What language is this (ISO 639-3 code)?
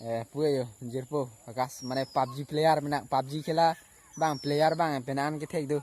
mjw